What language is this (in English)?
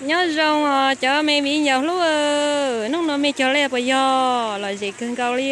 Hmong